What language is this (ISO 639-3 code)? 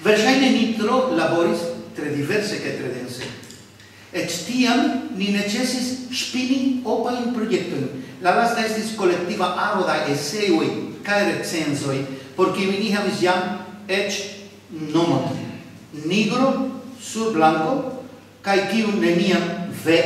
epo